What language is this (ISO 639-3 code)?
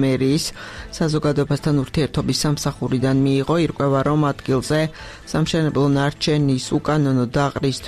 kat